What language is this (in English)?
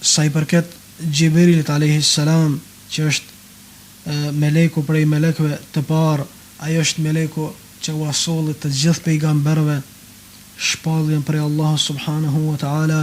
Albanian